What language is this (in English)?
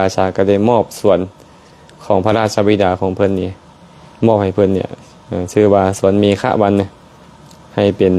Lao